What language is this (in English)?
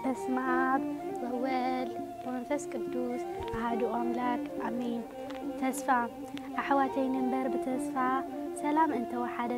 Tigrinya